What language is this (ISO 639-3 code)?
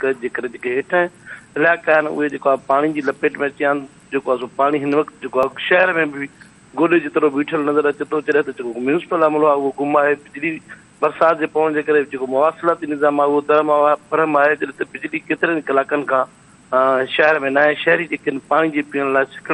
snd